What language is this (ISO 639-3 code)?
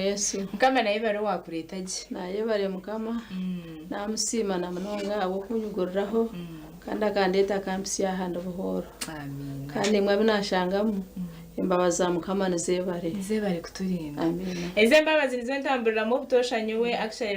nyn